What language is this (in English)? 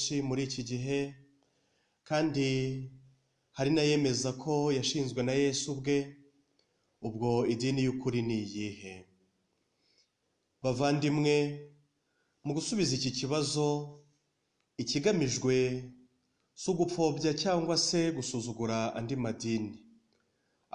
Kinyarwanda